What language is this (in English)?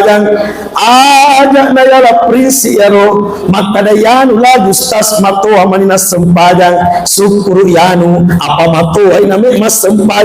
Buginese